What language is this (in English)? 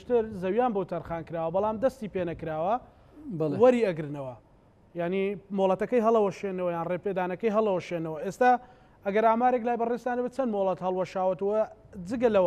Central Kurdish